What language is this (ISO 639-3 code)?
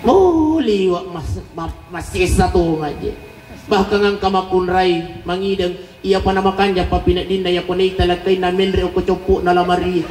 bug